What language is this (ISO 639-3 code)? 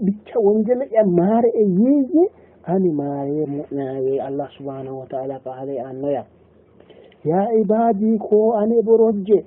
sid